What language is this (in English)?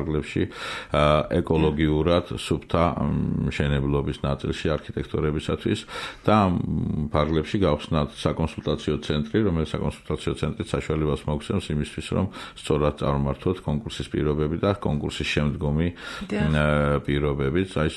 Georgian